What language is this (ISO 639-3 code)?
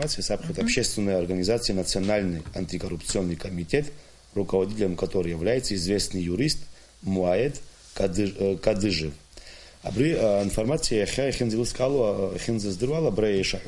abk